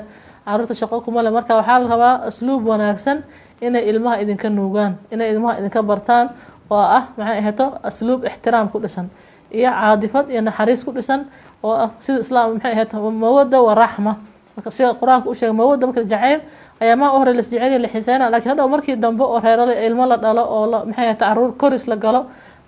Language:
Somali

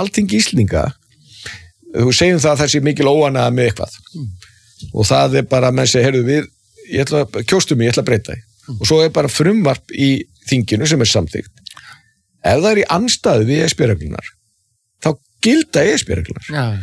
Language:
Icelandic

